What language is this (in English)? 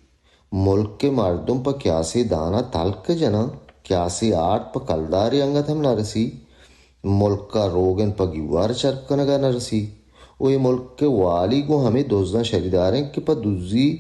Baluchi